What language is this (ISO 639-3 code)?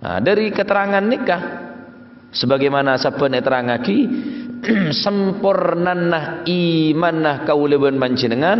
mad